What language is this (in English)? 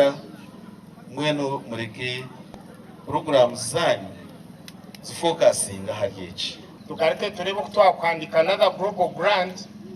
Nyankole